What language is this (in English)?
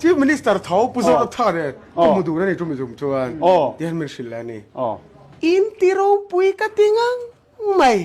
Mizo